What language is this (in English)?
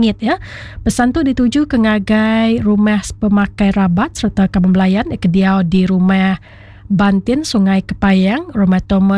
Iban